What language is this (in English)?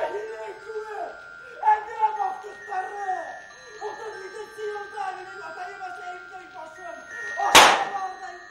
Bashkir